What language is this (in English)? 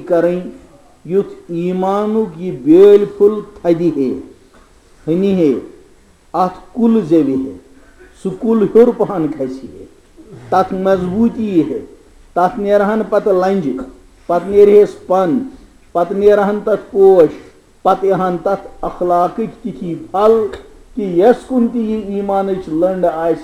Kashmiri